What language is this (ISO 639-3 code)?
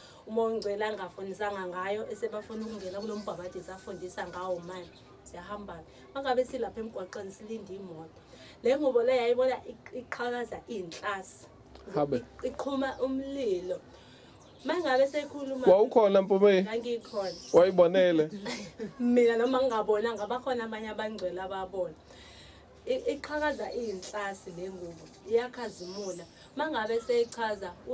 zul